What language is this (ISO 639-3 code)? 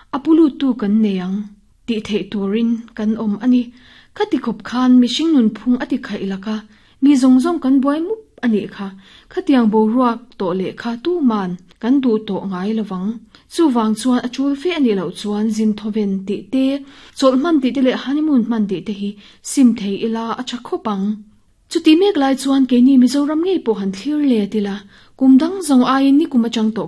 lus